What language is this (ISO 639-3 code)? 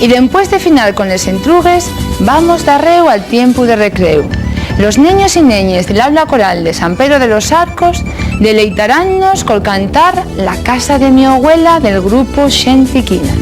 ast